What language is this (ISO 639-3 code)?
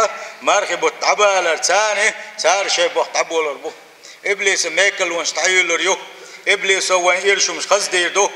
che